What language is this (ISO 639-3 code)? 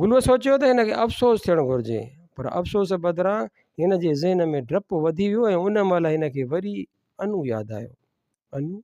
snd